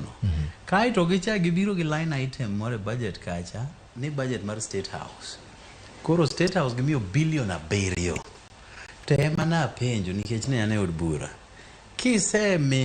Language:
Luo (Kenya and Tanzania)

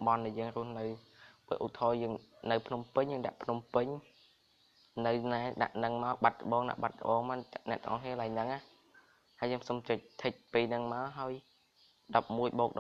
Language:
Khmer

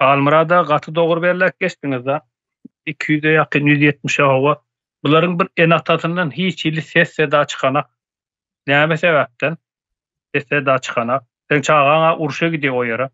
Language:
Turkmen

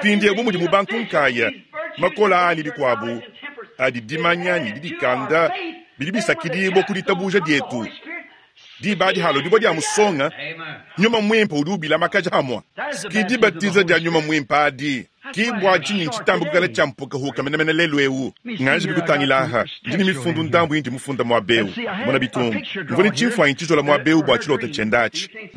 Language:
Luba-Lulua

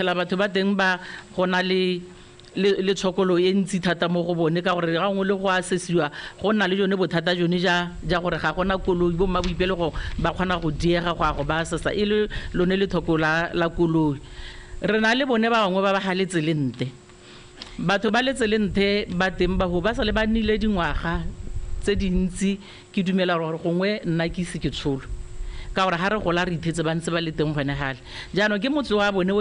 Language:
Tswana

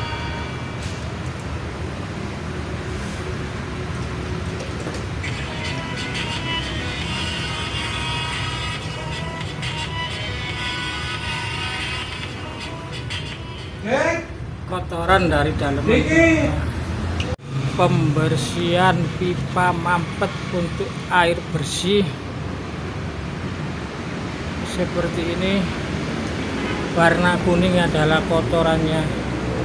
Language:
Indonesian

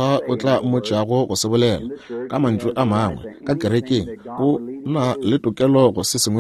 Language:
Northern Sotho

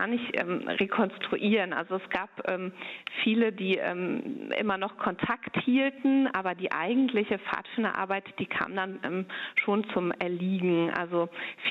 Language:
German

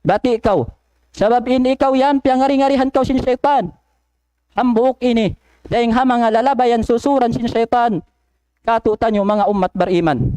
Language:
Tausug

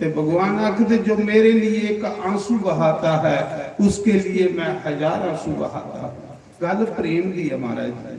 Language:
Dogri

